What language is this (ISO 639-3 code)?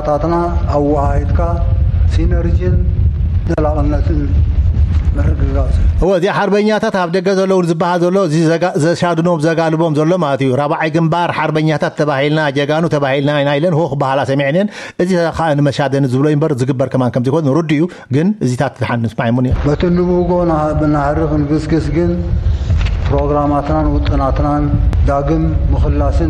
tir